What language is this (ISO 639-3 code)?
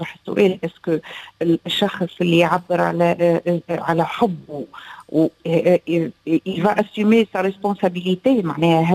aeb